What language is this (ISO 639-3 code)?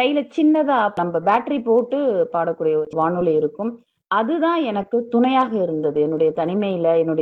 tam